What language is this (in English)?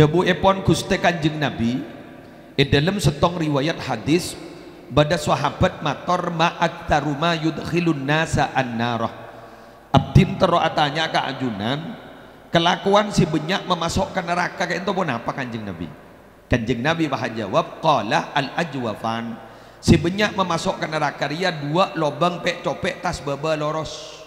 Madurese